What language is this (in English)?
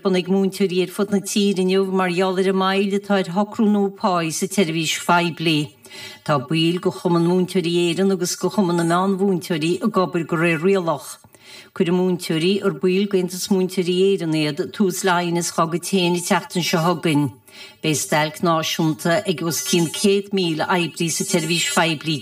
Irish